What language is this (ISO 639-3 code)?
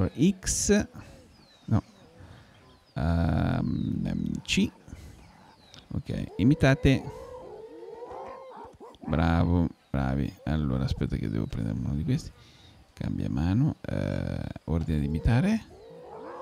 ita